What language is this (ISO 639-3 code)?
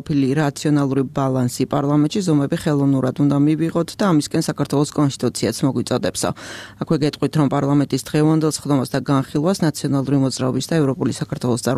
kat